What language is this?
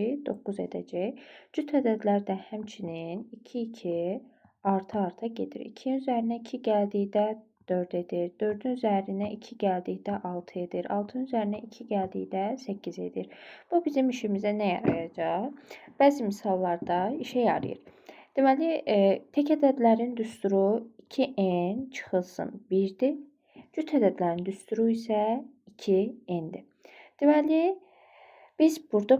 Azerbaijani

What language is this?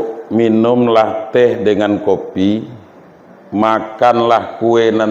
Minangkabau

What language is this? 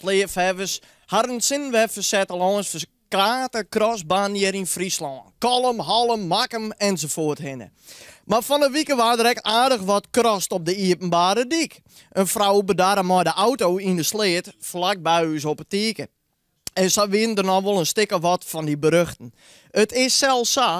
Western Frisian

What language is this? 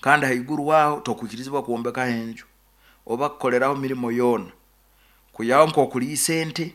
Nyoro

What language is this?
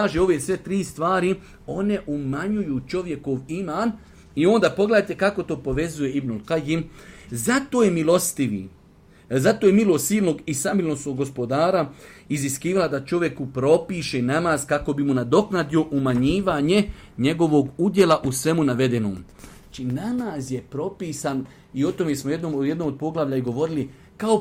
Bosnian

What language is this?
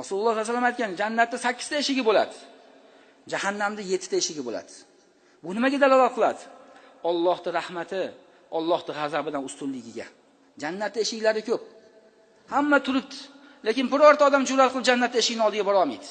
Uzbek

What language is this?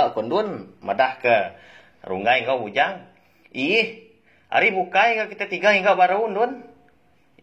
Iban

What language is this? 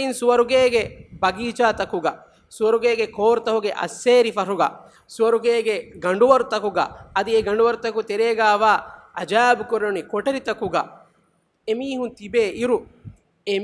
Divehi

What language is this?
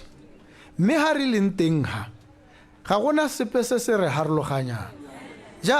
Tswana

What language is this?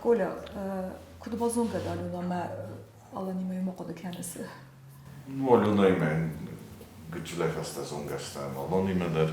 Ossetic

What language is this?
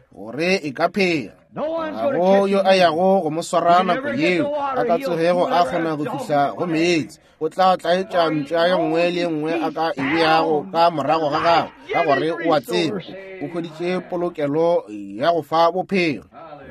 Northern Sotho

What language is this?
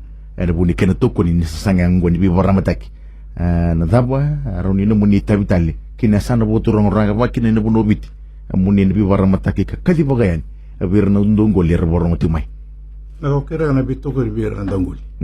Fijian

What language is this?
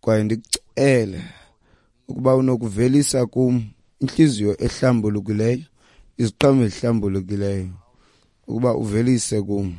Xhosa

